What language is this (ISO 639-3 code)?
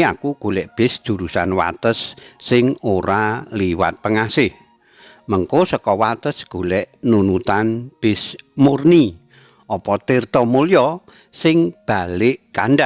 jav